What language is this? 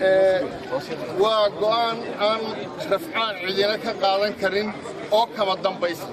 Somali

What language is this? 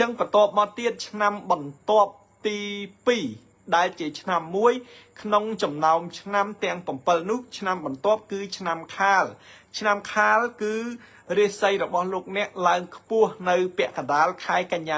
Khmer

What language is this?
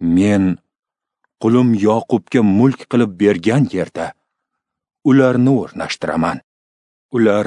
Uzbek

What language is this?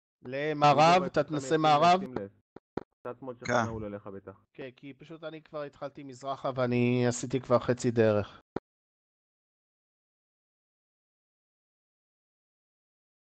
Hebrew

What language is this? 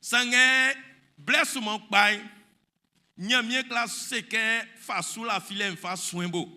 Baoulé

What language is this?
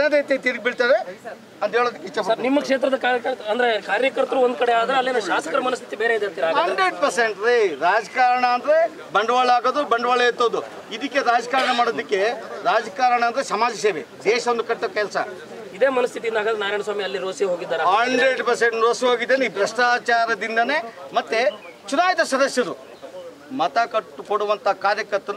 Kannada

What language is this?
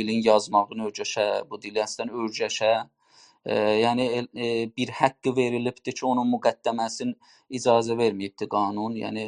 South Azerbaijani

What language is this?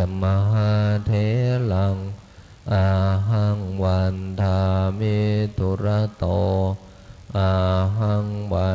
Pali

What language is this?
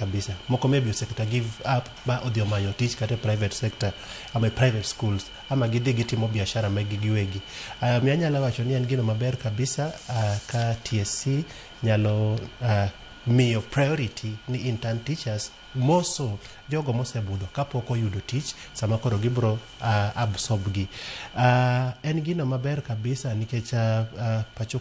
Luo (Kenya and Tanzania)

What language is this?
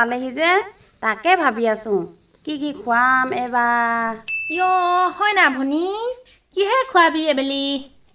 Assamese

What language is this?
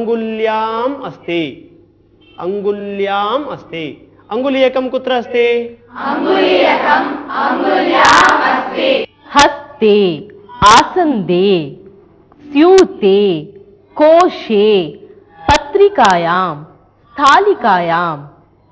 Sanskrit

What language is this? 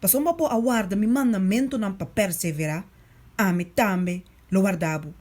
Papiamento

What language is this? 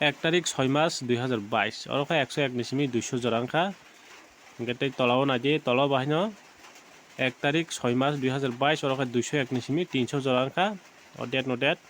Kok Borok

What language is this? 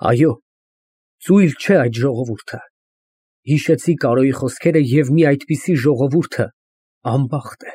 Armenian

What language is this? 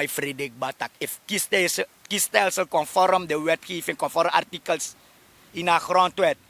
Sranan Tongo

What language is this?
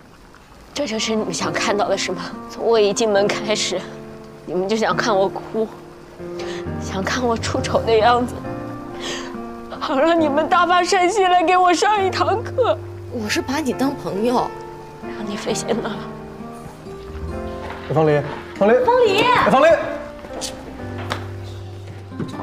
Chinese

